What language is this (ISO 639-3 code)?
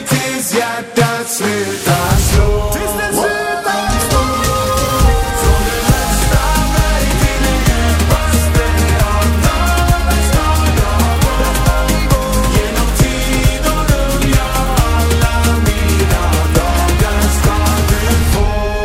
swe